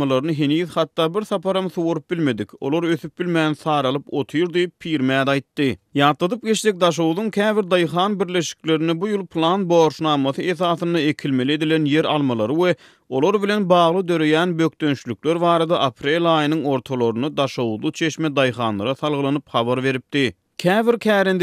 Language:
Turkmen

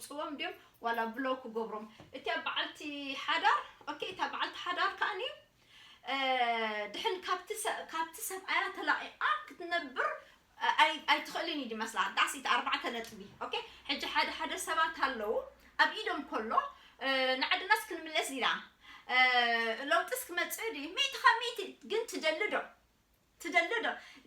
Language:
Tigrinya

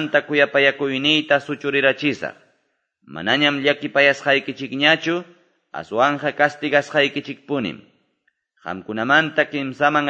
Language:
Quechua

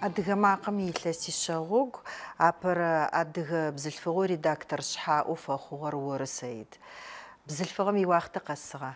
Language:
Adyghe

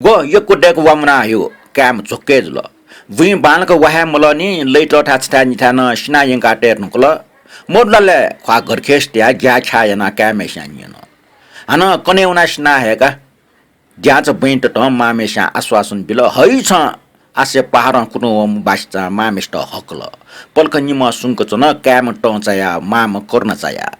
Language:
Newari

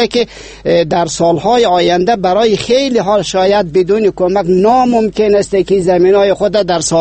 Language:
Persian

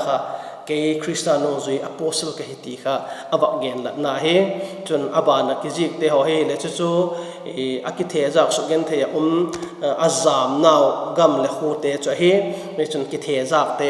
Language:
Vaiphei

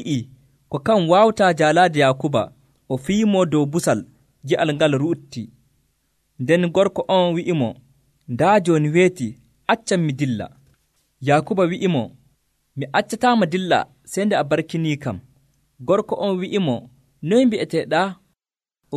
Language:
Nigerian Fulfulde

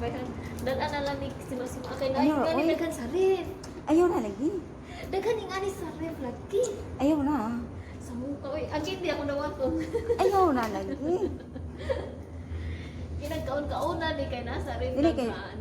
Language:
Cebuano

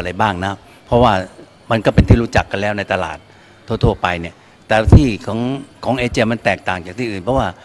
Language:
Thai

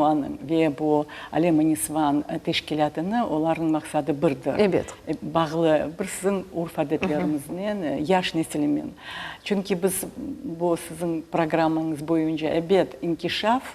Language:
Crimean Tatar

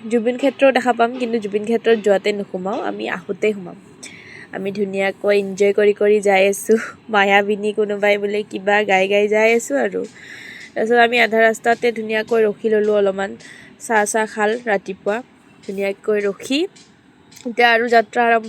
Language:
Assamese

